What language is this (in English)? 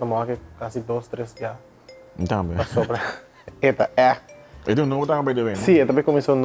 Papiamento